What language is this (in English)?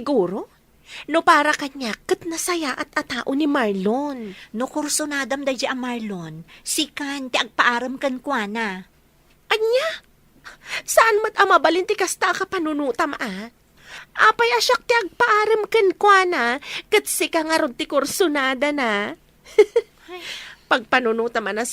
Iloko